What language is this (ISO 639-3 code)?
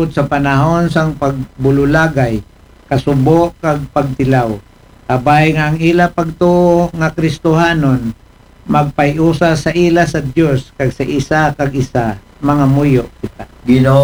akl